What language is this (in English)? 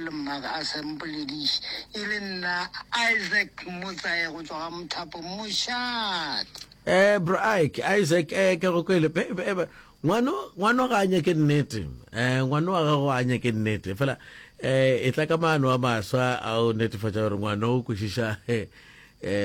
Northern Sotho